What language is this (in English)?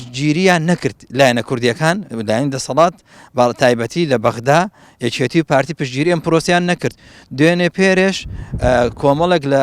Central Kurdish